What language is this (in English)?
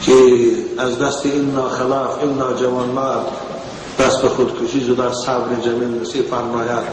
Tajik